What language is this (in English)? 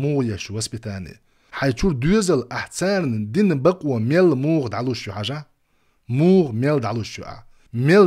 Chechen